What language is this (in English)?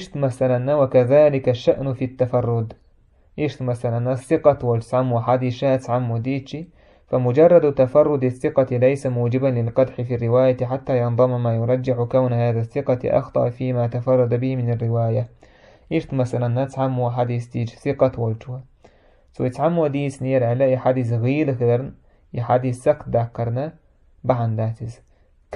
Chechen